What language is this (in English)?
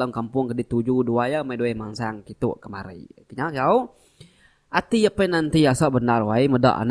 Iban